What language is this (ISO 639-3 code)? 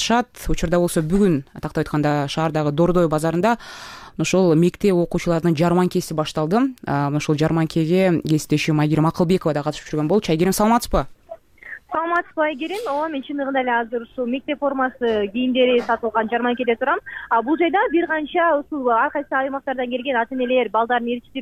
kir